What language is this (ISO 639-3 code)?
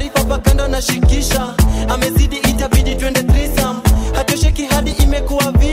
swa